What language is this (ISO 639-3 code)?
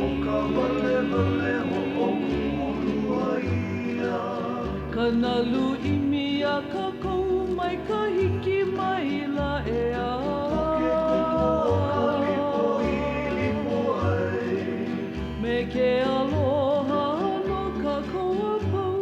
haw